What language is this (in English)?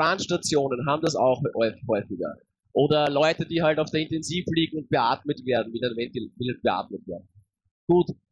German